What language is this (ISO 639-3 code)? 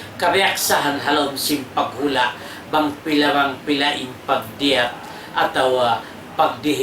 tsg